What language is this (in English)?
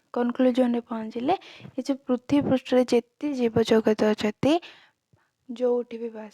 Odia